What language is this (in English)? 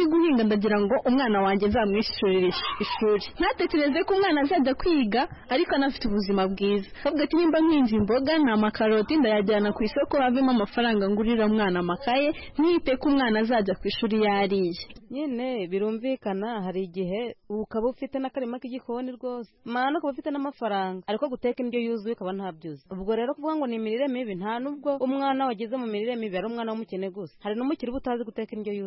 Kinyarwanda